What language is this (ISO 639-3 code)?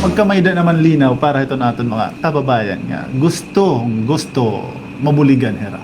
war